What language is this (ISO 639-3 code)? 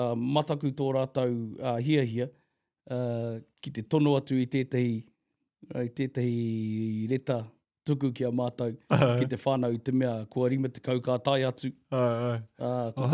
mri